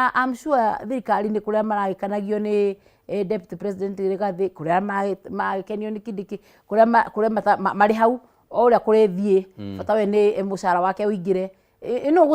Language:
Kikuyu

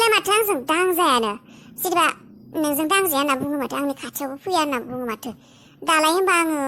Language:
Bodo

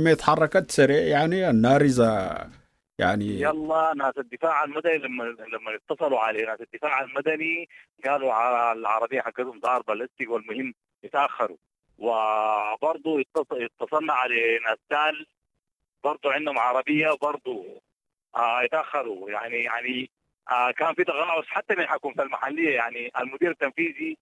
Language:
Sudanese Arabic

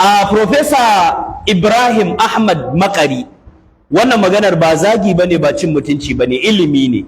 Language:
Hausa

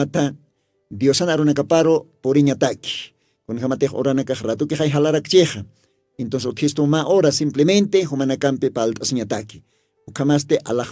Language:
Aymara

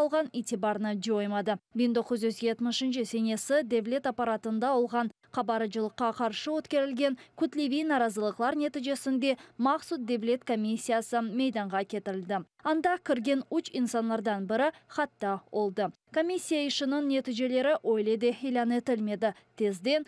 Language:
Crimean Tatar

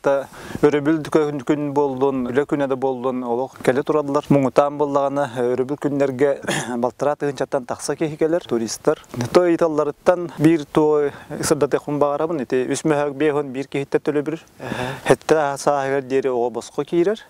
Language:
Yakut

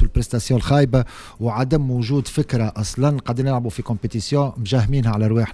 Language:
Tunisian Arabic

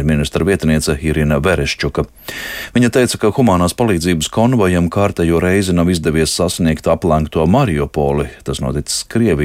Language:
Latvian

